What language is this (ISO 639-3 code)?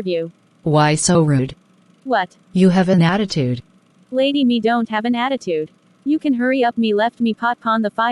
jam